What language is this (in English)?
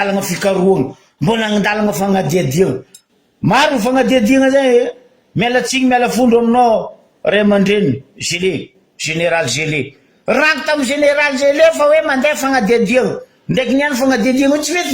Malagasy